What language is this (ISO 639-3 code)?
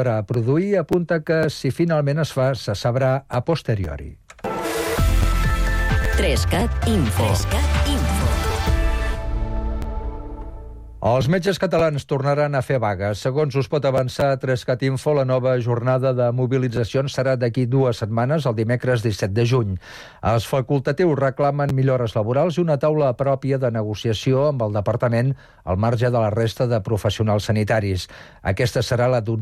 cat